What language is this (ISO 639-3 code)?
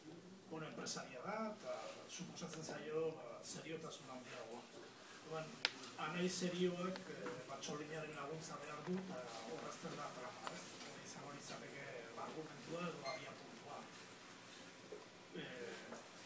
eus